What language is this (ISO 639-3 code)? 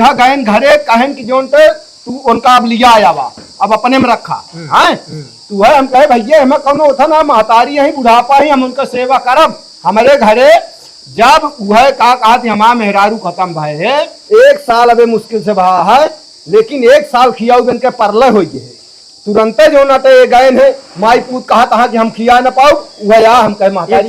awa